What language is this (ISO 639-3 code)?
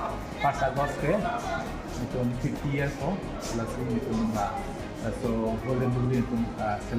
mjw